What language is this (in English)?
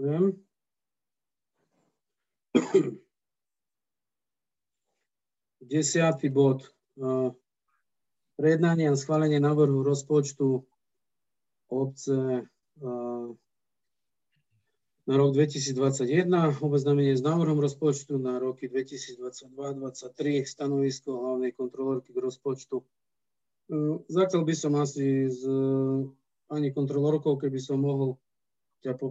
Slovak